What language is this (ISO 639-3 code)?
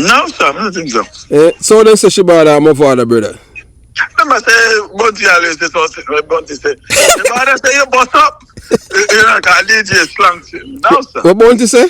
jam